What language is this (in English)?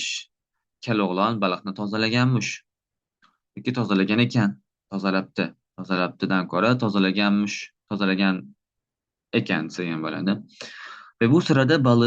Uzbek